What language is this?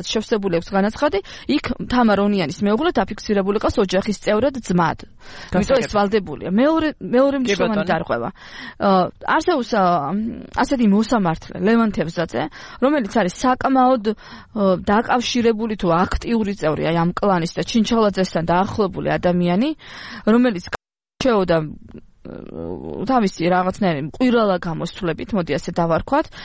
Georgian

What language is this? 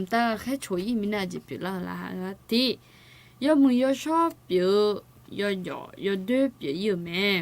Akha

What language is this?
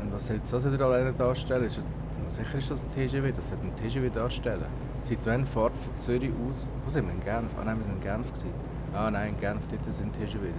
Swiss German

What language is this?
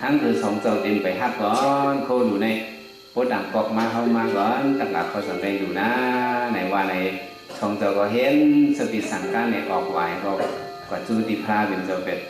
Shan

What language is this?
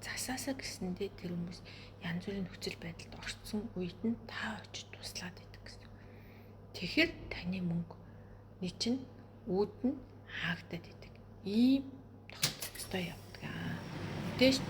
Mongolian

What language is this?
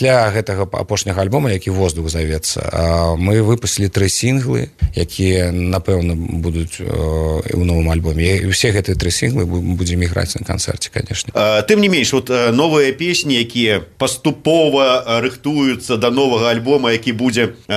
Belarusian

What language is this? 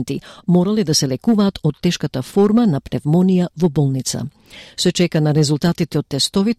Macedonian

